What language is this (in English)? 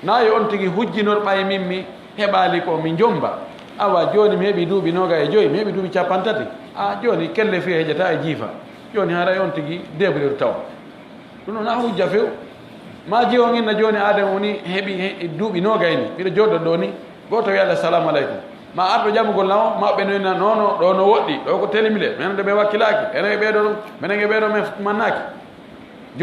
Fula